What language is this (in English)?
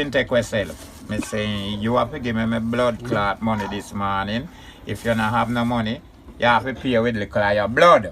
Jamaican Creole English